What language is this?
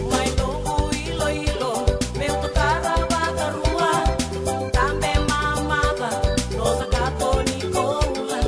Fijian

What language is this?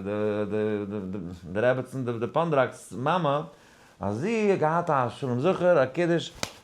Yiddish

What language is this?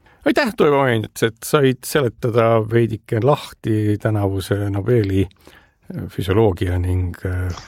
Estonian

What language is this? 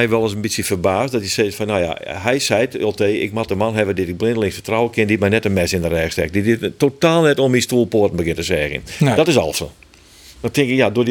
Western Frisian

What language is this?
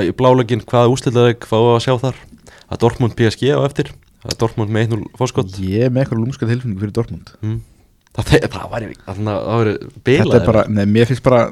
Icelandic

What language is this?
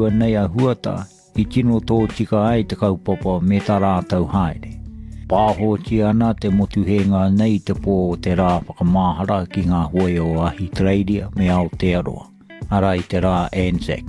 Māori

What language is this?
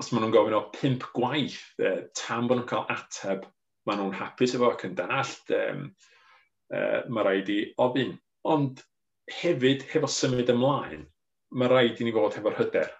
Welsh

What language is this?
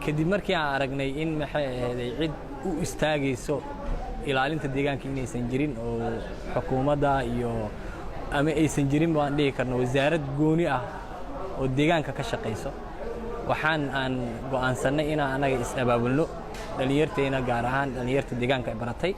Somali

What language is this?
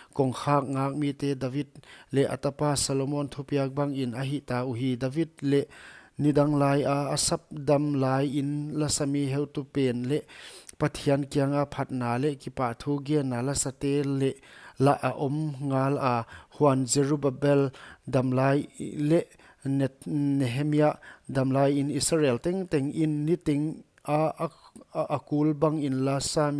Paite Chin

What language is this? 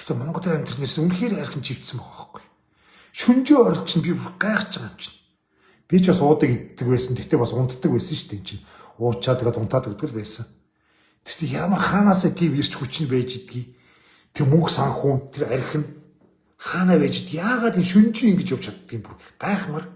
Mongolian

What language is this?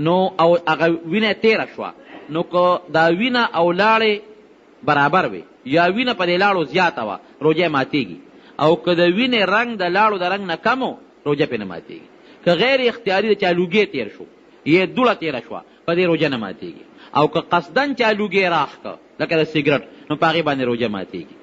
Pashto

